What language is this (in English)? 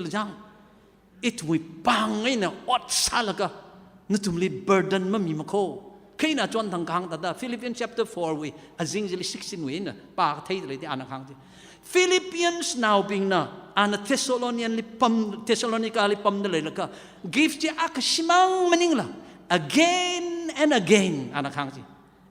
Tangkhul Naga (India)